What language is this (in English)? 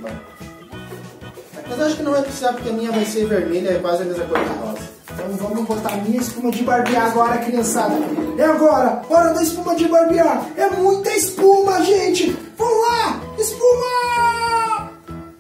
Portuguese